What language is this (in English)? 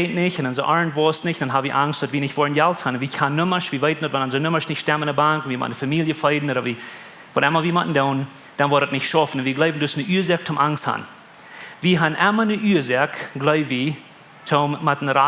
Plautdietsch